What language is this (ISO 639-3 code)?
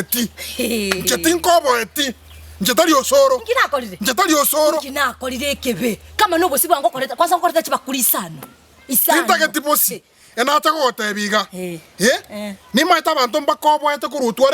guz